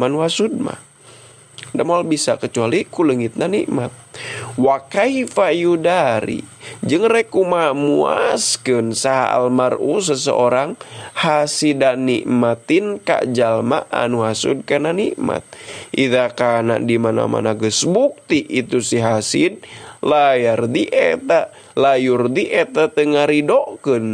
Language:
Sundanese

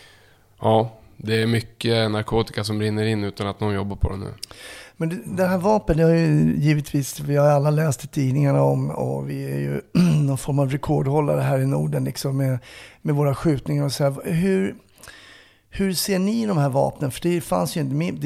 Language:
Swedish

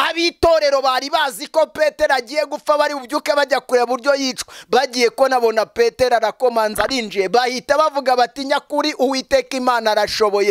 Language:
Kinyarwanda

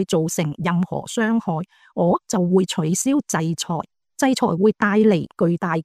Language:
Cantonese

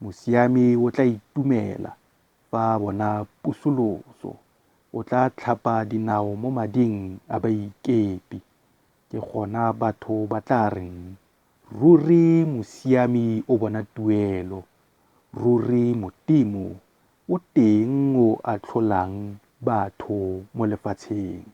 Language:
Tswana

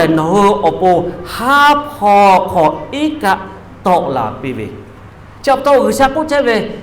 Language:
Lahu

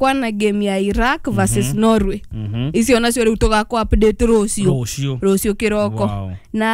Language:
Kikuyu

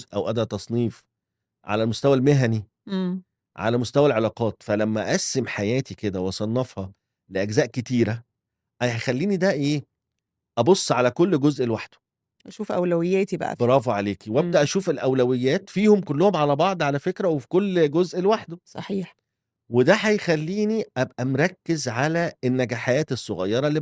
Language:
Egyptian Arabic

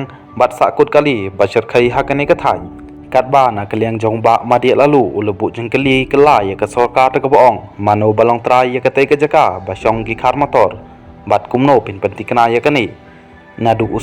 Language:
Khasi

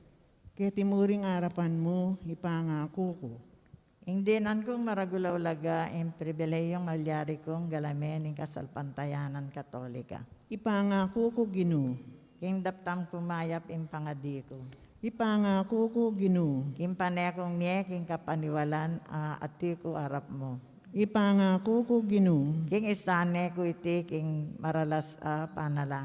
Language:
Pampanga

